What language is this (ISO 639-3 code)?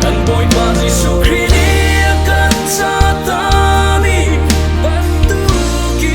cnh